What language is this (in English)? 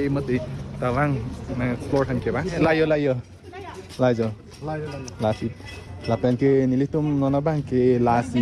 Karbi